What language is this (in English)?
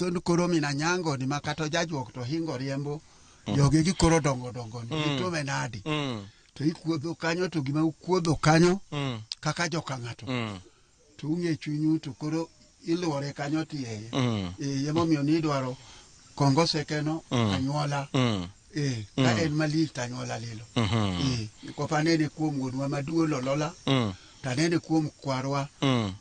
Luo (Kenya and Tanzania)